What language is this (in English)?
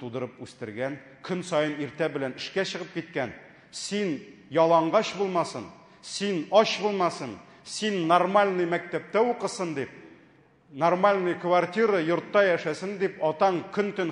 Tatar